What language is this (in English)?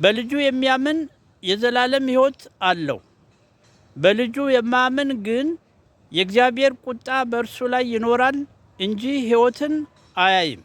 Amharic